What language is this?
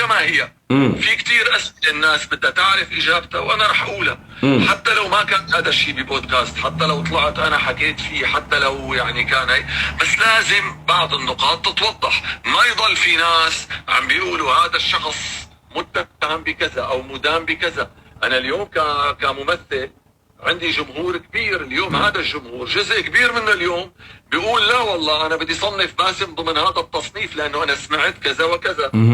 North Levantine Arabic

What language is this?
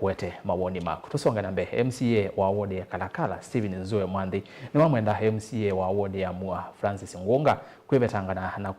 Kamba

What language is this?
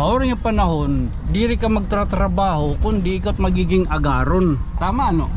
Waray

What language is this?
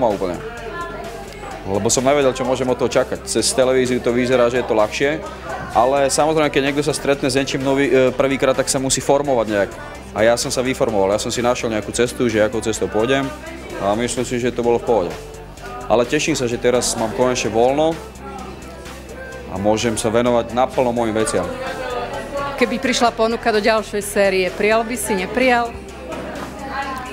Slovak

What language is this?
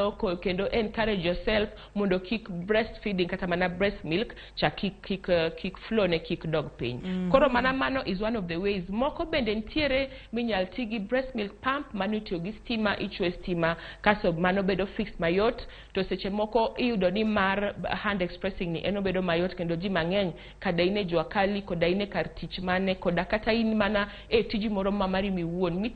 Luo (Kenya and Tanzania)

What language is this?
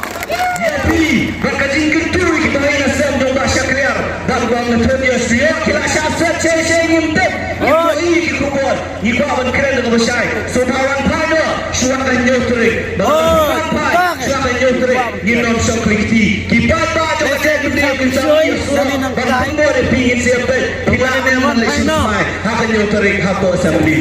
Khasi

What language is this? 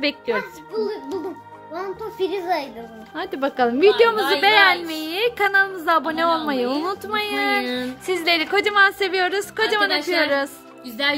Turkish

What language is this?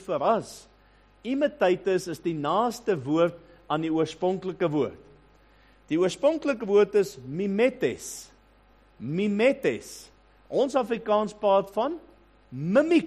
Afrikaans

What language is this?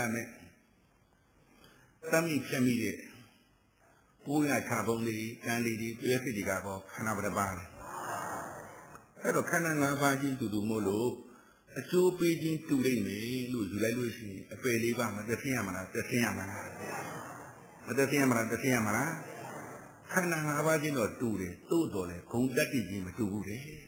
Burmese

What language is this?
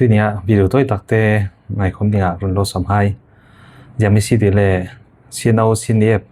Falam Chin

